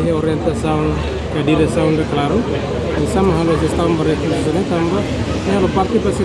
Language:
Tetum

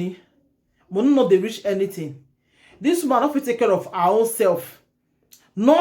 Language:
Nigerian Pidgin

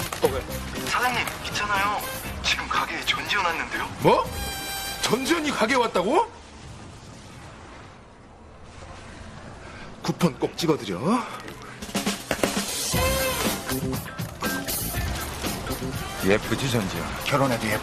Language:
Korean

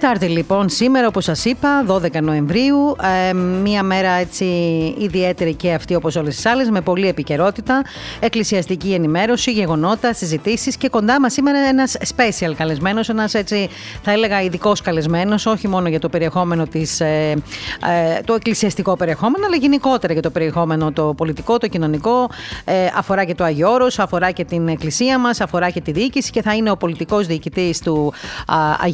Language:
Greek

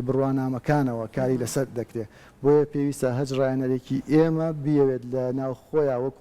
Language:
Central Kurdish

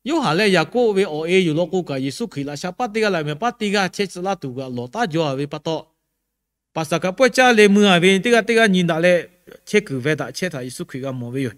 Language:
Lahu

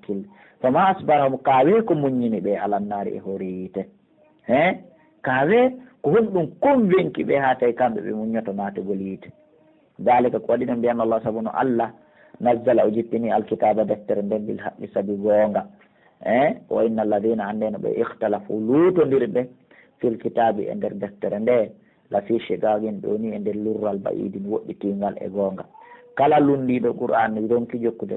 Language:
Pular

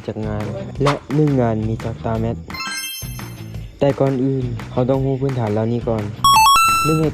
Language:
Lao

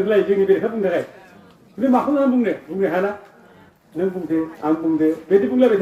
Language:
Bodo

